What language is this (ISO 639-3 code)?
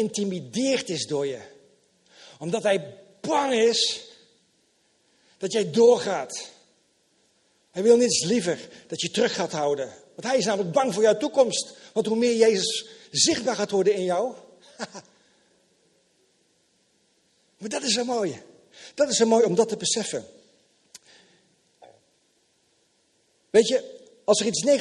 nld